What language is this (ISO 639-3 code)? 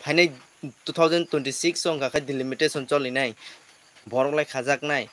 trp